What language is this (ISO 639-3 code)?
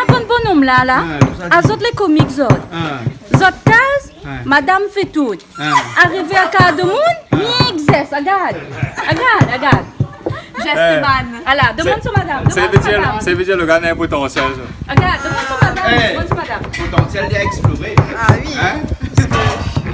rcf